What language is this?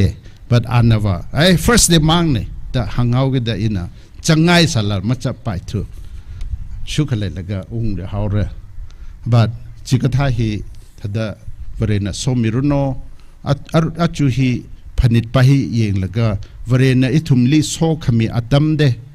Tangkhul Naga (India)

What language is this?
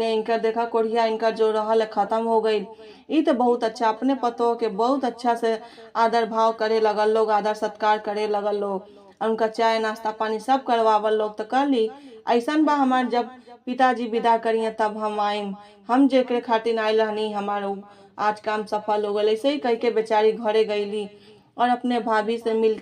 Bhojpuri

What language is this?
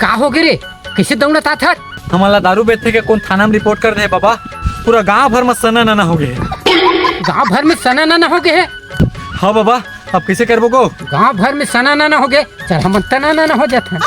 Chhattisgarhi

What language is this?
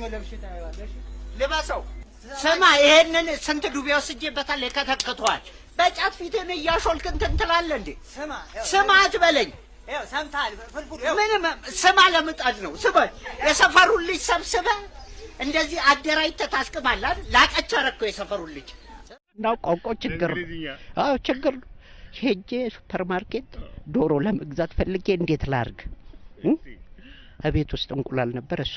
Amharic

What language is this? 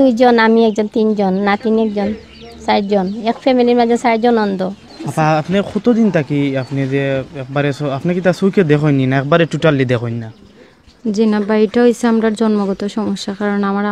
Sylheti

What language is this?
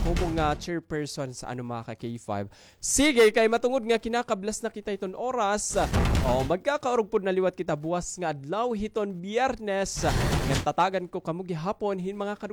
Waray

